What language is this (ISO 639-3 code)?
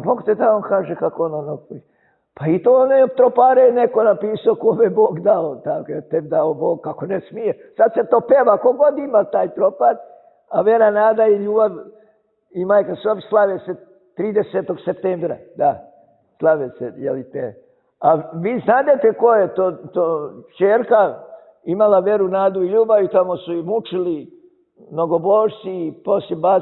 srp